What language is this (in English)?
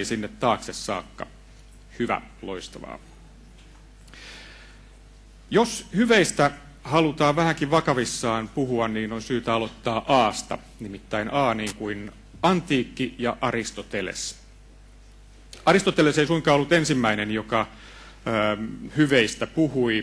Finnish